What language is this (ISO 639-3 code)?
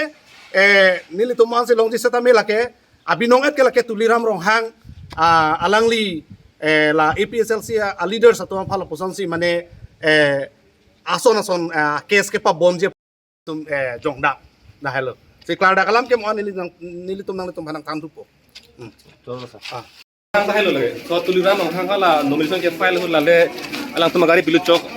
mjw